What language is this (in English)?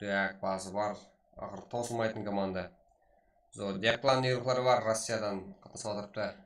Kara-Kalpak